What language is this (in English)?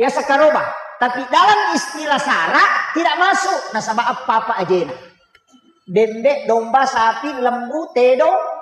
Buginese